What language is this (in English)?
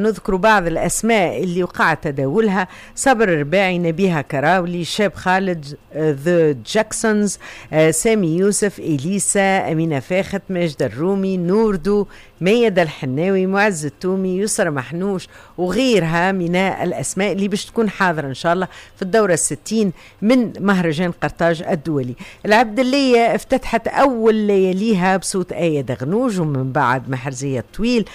Tunisian Arabic